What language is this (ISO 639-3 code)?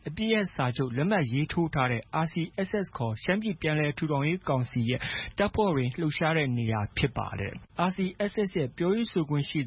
mya